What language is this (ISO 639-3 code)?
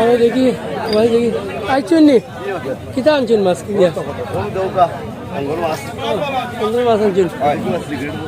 syl